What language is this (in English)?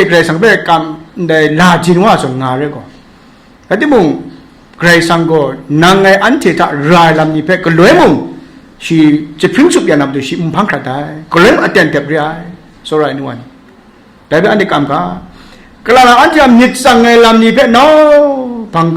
Kachin